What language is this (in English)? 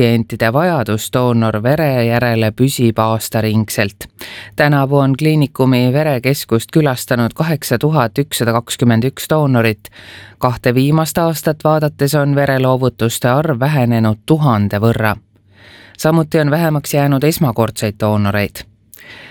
Estonian